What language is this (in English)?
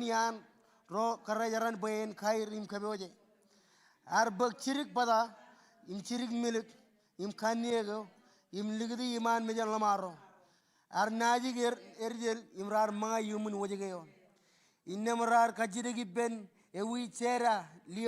Marshallese